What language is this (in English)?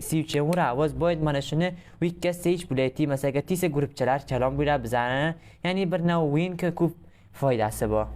Uzbek